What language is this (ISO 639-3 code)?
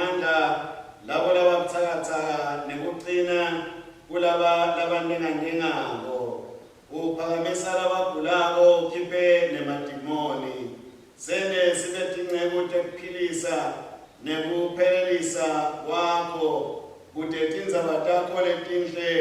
ssw